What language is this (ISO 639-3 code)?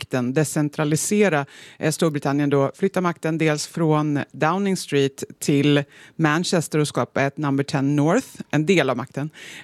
swe